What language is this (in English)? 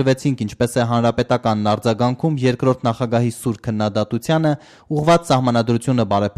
Armenian